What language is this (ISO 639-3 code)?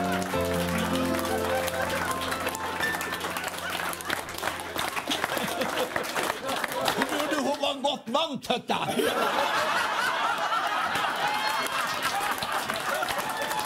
nor